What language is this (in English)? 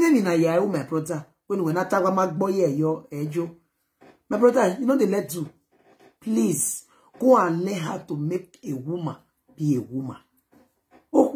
Nigerian Pidgin